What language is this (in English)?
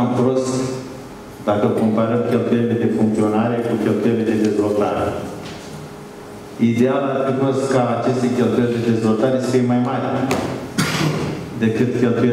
Romanian